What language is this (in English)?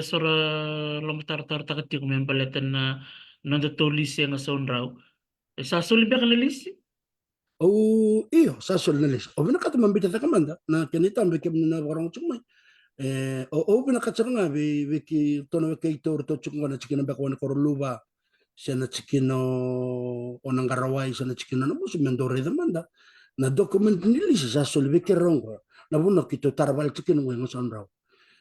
Fijian